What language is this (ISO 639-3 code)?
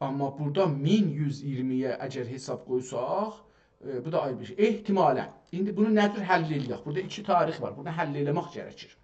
azb